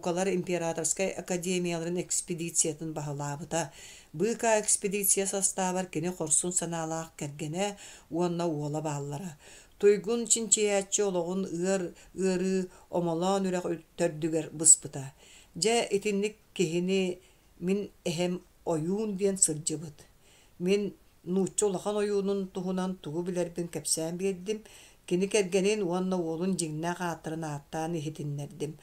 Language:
Yakut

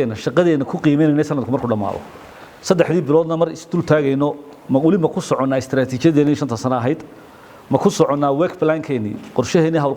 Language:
Somali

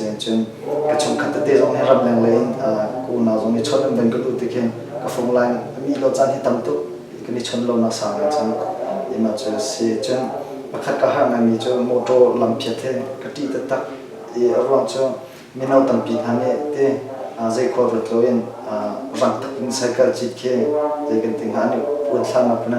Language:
Hakha Chin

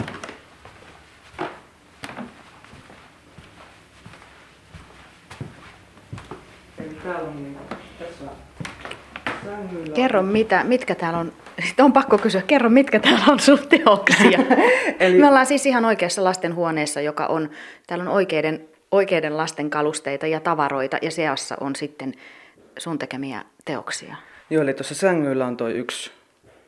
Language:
Finnish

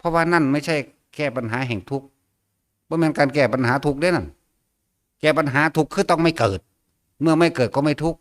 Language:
Northeastern Thai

